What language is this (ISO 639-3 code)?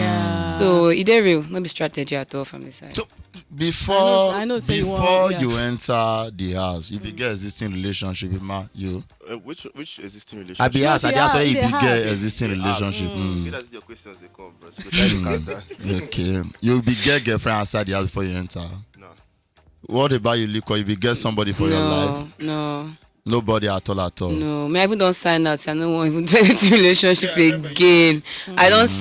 pcm